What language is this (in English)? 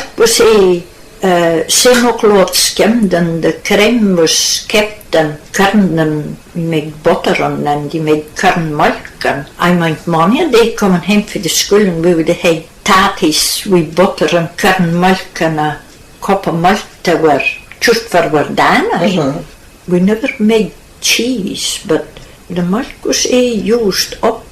Scots